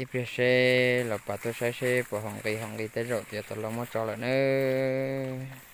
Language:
Hmong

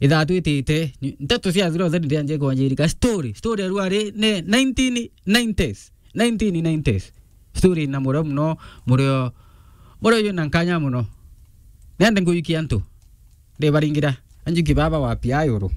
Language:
Meru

